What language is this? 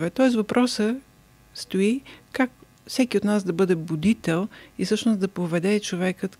Bulgarian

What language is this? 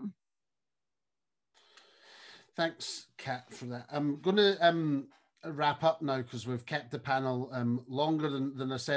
English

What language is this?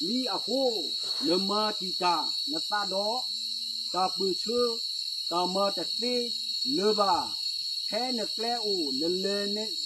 S'gaw Karen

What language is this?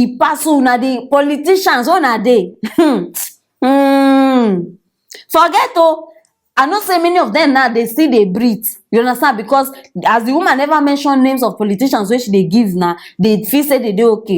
Nigerian Pidgin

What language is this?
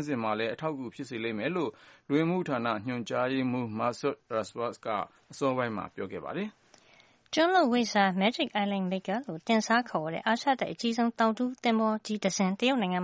Burmese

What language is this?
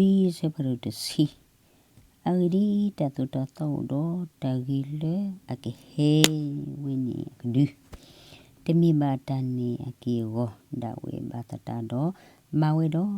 S'gaw Karen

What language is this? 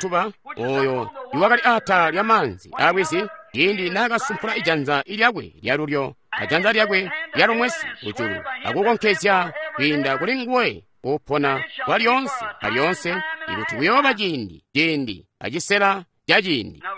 Tonga (Zambia)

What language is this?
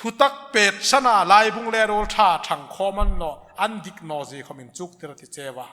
Hmar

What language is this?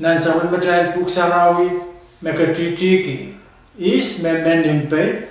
Pohnpeian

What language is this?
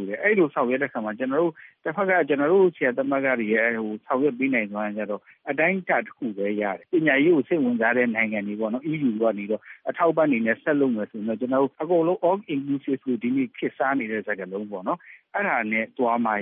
Burmese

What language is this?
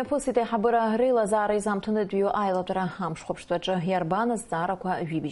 Abkhazian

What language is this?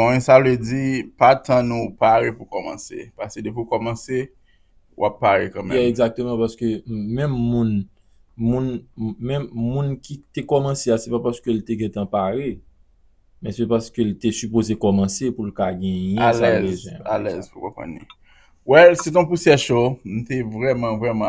Haitian Creole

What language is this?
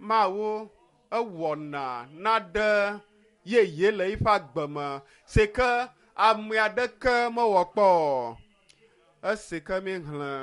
Ewe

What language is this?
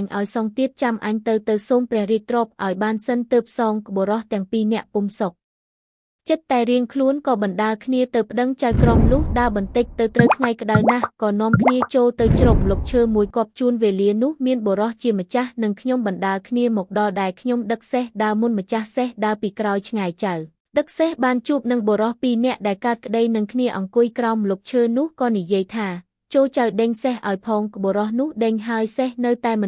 Khmer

